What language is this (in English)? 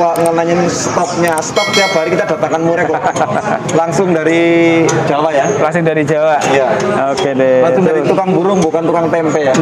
Indonesian